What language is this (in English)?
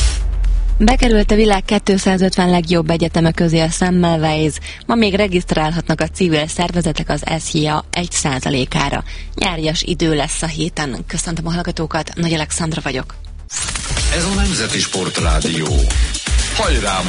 Hungarian